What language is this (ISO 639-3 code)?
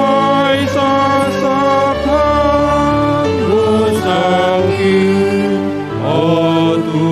bts